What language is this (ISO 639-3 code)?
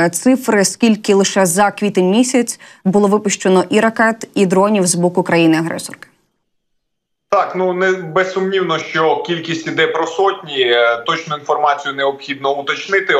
ukr